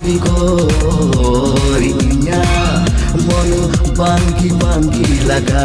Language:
Santali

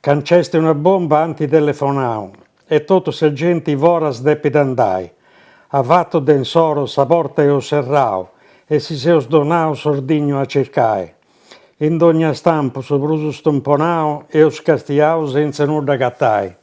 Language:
Sardinian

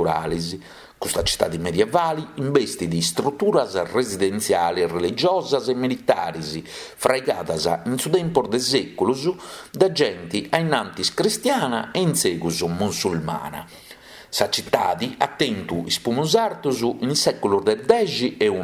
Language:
Sardinian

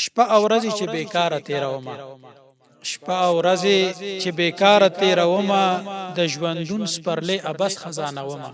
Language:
Pashto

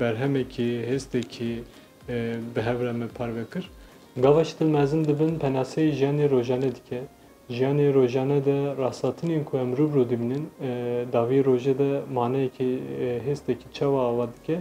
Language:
Kurdish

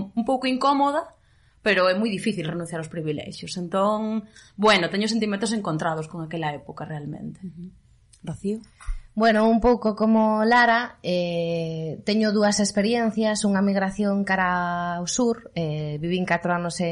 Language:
Galician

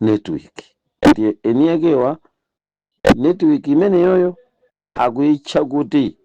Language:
Nyanja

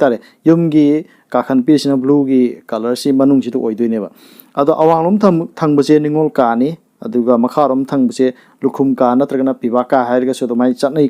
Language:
Manipuri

